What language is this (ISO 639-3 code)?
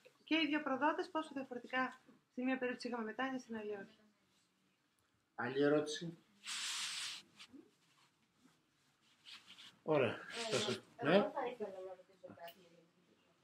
ell